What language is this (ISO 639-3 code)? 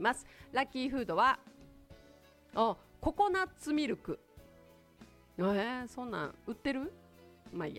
jpn